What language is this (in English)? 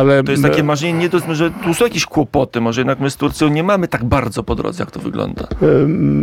Polish